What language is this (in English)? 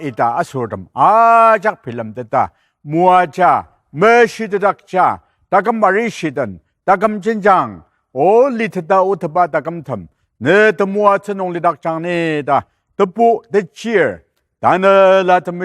Ao Naga